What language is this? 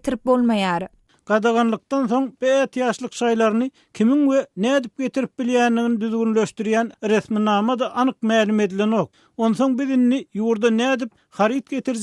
Turkmen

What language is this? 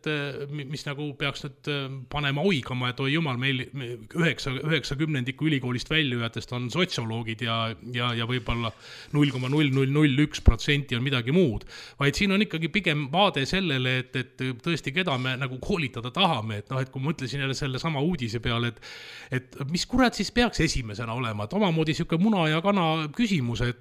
Estonian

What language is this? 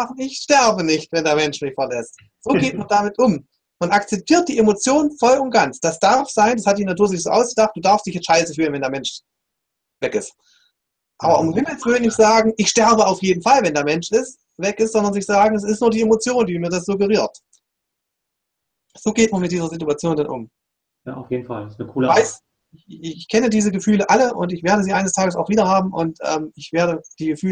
German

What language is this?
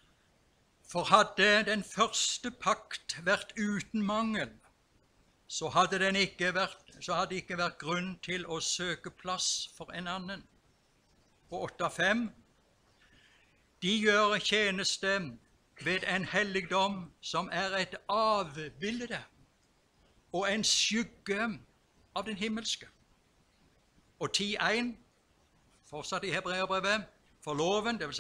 Norwegian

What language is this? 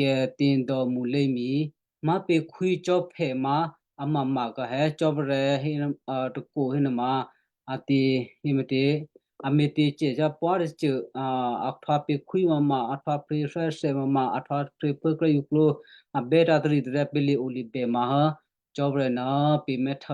Western Kayah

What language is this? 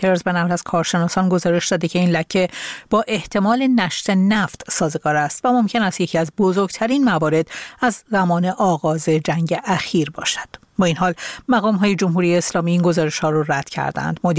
Persian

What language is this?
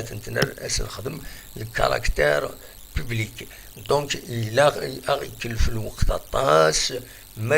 Kabyle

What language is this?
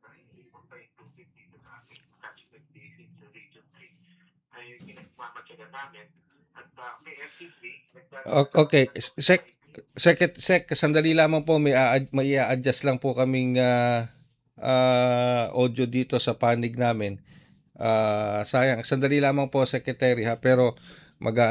Filipino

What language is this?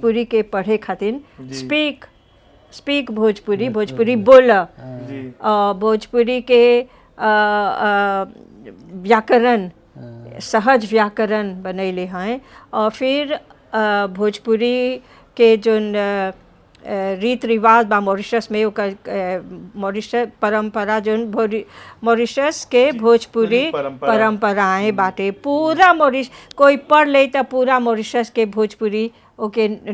Bhojpuri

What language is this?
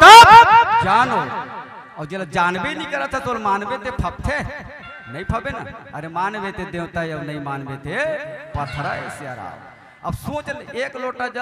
Chhattisgarhi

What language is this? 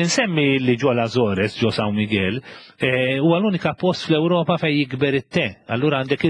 Maltese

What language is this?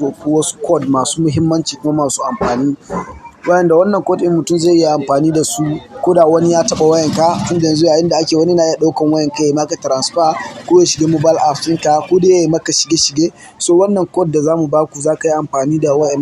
Hausa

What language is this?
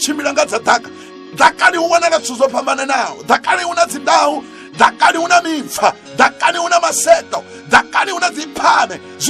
Venda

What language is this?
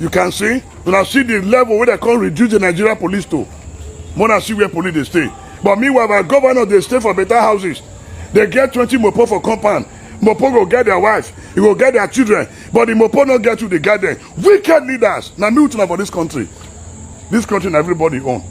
Nigerian Pidgin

